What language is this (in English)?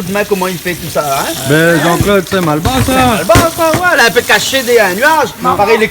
Réunion Creole French